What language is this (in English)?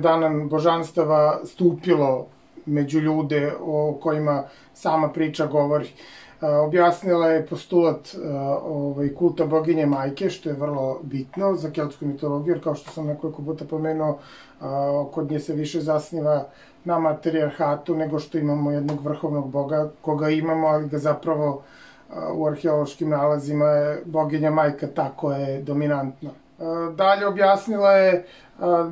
Serbian